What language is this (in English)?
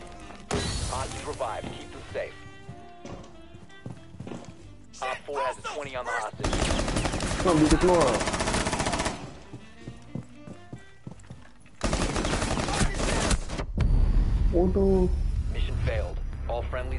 Malay